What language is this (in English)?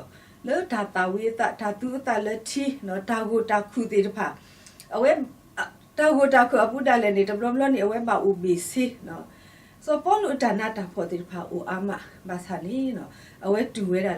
S'gaw Karen